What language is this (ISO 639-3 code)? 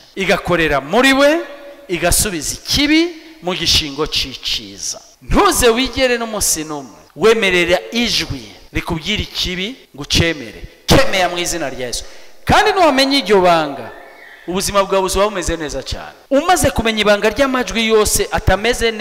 run